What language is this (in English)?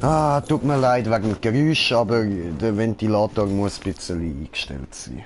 Swiss German